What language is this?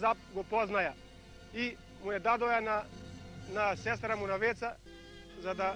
Macedonian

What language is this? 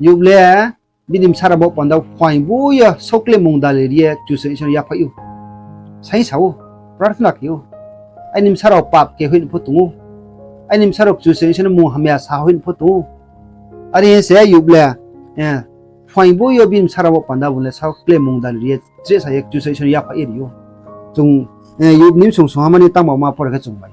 Riang (India)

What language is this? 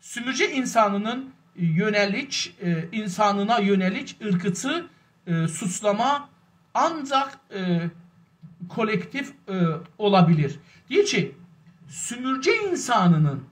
South Azerbaijani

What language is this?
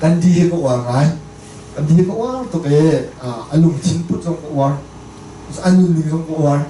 Hakha Chin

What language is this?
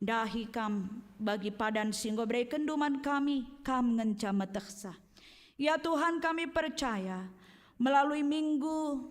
Batak Karo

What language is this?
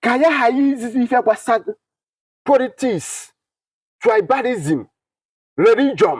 Igbo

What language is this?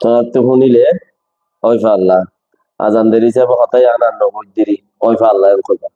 Rohingya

